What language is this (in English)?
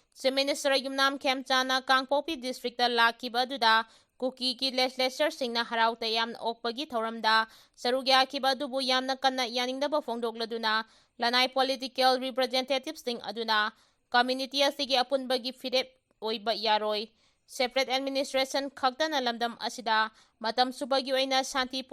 Manipuri